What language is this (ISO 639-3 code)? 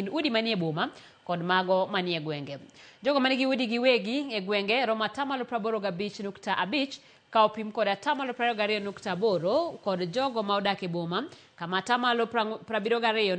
luo